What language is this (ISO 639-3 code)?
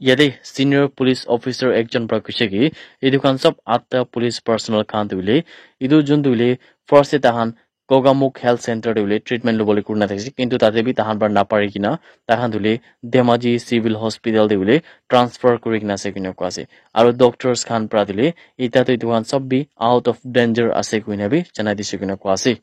nag